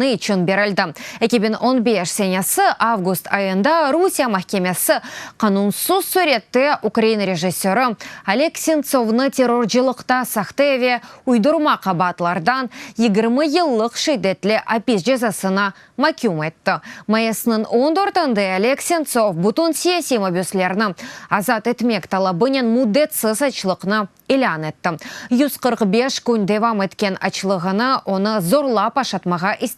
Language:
Crimean Tatar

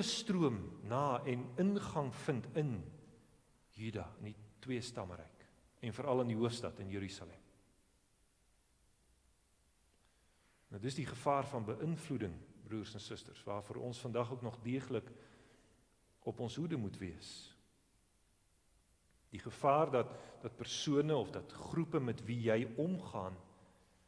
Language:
Afrikaans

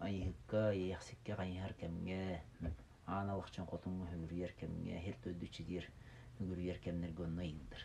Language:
Yakut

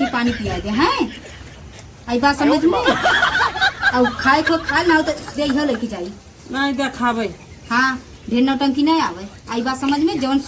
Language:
Awadhi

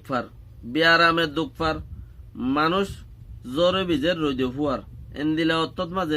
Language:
Rohingya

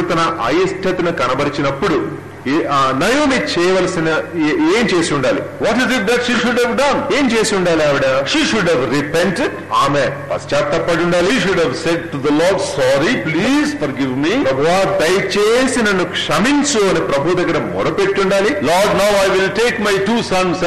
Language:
Telugu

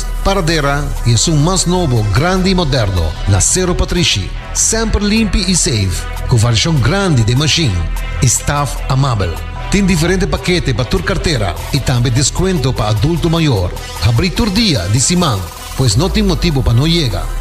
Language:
Papiamento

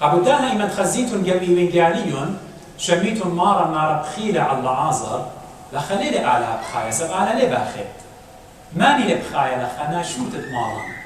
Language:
Assyrian Neo-Aramaic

